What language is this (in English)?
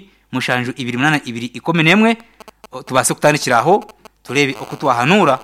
Nyankole